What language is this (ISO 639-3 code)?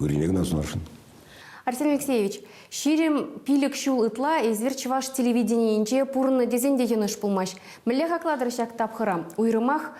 chv